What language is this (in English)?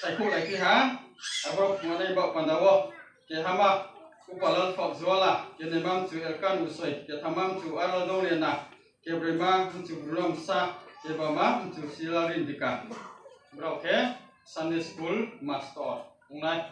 Riang (India)